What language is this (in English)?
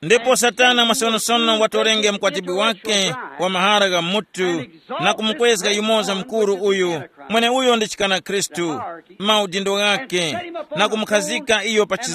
Tumbuka